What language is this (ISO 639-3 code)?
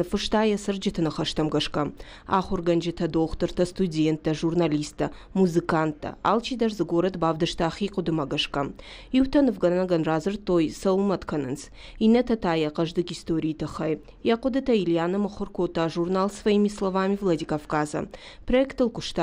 oss